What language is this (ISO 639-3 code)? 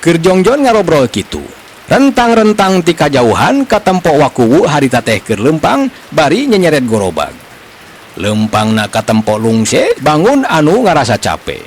sun